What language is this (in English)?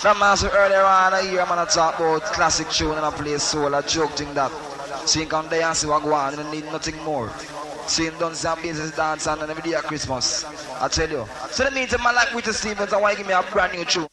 Jamaican Creole English